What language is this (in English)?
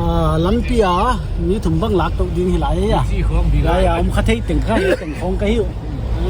Paite Chin